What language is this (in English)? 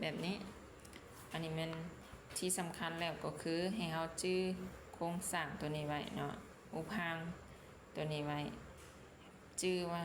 Lao